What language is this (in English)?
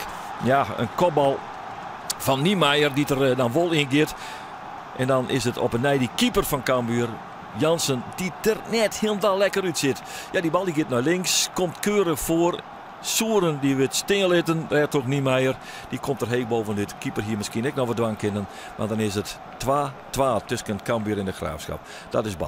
Western Frisian